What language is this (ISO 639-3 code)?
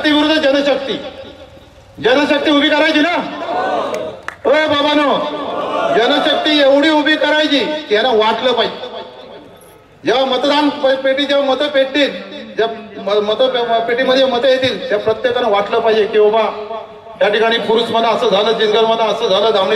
mar